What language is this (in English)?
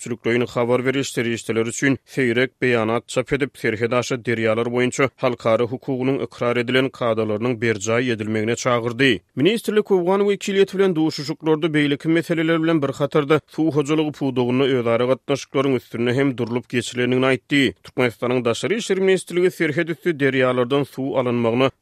Turkmen